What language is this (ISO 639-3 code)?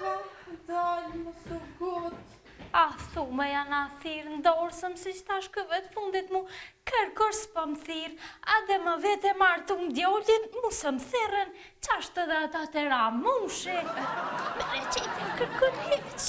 sqi